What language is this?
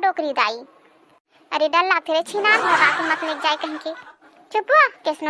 Chhattisgarhi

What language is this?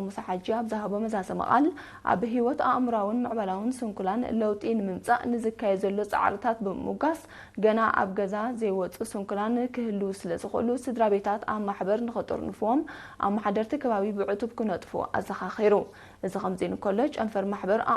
Tigrinya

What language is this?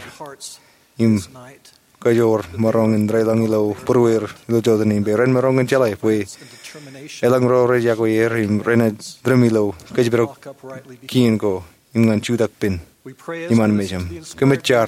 Marshallese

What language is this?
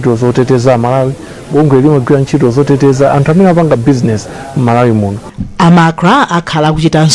Nyanja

